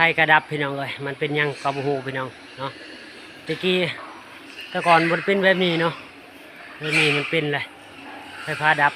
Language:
Lao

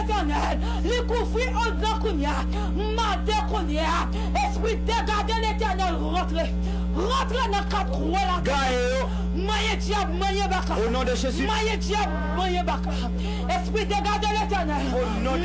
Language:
Haitian Creole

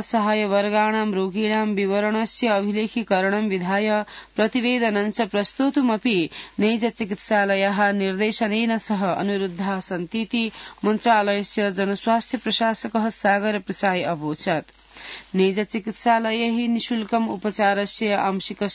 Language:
Sanskrit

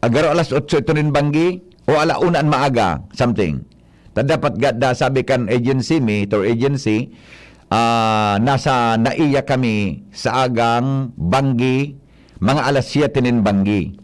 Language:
Bikol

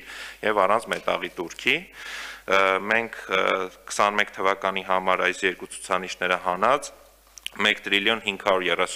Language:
Armenian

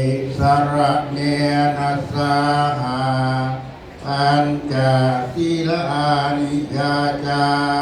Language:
Pali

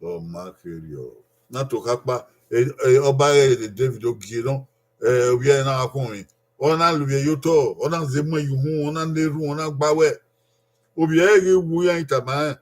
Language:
Bini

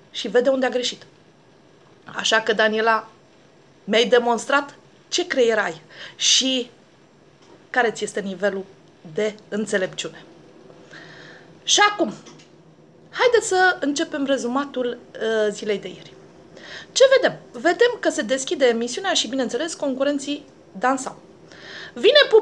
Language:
Romanian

